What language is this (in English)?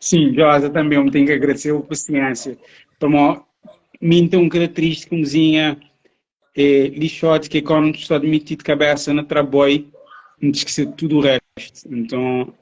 Kabuverdianu